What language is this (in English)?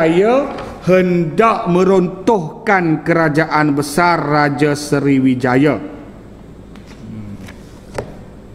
Malay